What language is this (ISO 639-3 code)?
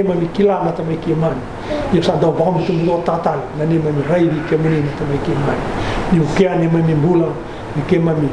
fij